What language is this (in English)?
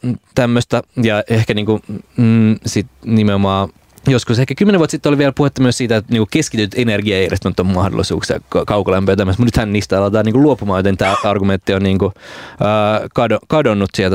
Finnish